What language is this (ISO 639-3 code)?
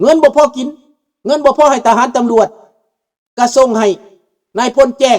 lao